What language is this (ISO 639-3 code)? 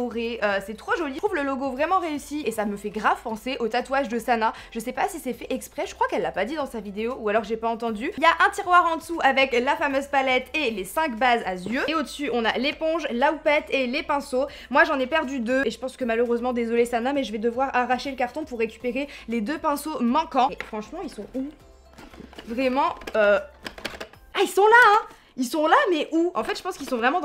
fra